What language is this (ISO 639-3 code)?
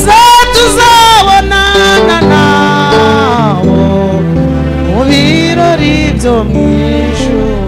kin